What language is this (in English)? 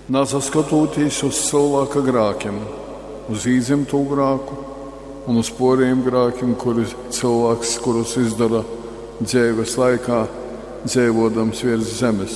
Latgalian